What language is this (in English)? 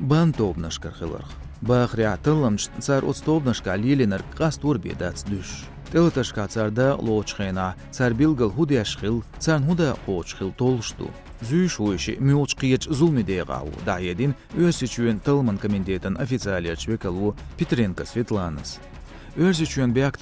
Chechen